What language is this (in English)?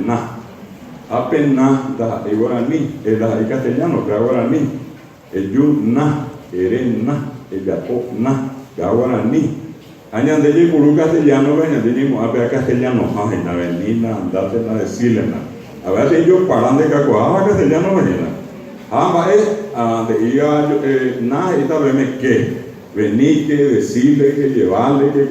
Guarani